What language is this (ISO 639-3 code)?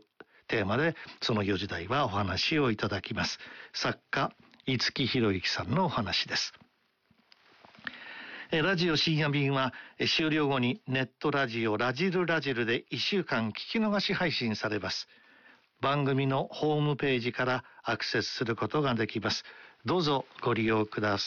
jpn